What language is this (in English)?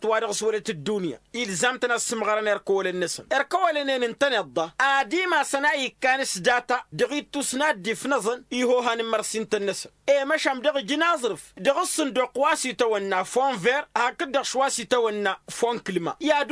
Tamasheq